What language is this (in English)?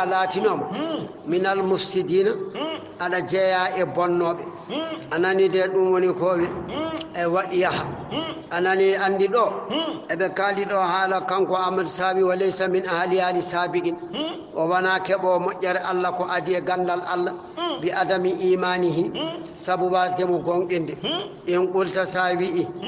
Fula